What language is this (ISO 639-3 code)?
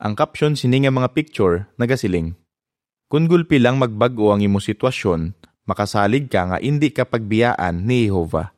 hil